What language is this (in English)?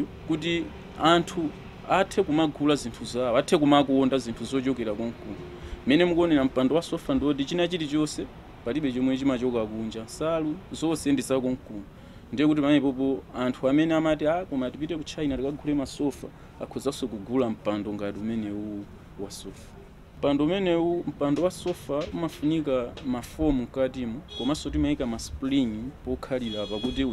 Nyanja